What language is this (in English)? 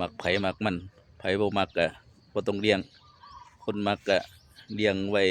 Northeastern Thai